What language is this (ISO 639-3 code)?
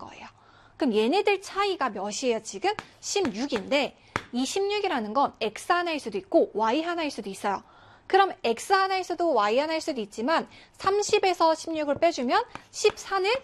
kor